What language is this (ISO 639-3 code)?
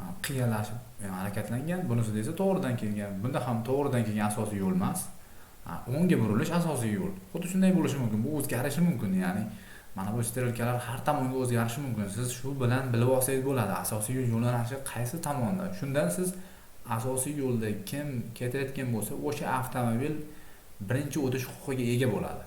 uzb